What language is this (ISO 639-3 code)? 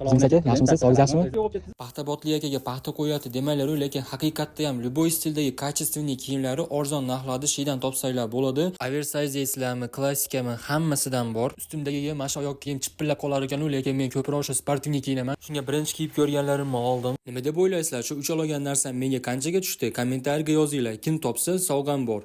uzb